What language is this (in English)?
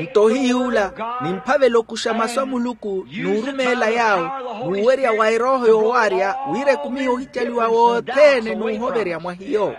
Makhuwa